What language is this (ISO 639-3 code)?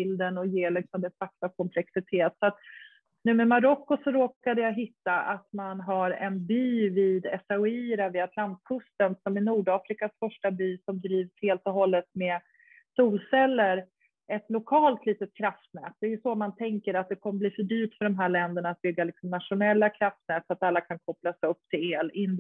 swe